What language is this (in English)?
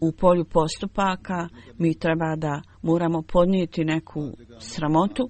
Bosnian